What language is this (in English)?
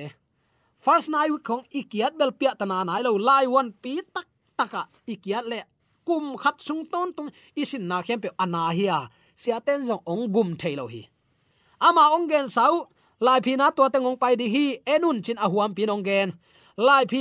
Tedim Chin